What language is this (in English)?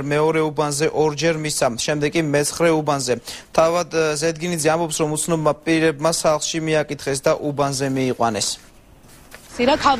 Georgian